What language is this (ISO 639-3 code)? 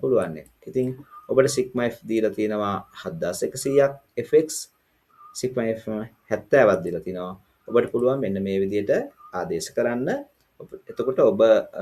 sin